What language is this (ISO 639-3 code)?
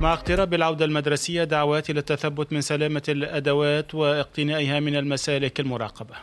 aeb